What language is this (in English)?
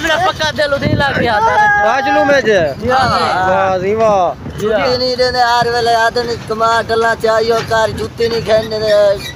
Saraiki